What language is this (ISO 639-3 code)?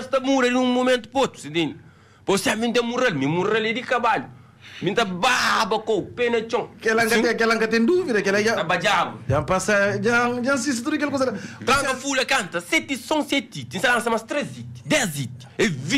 kea